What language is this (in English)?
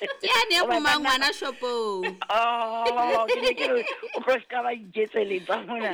Southern Sotho